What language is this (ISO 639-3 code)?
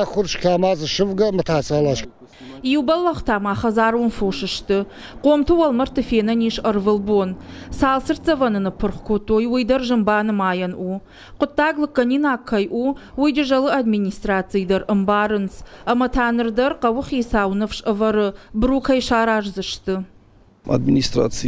oss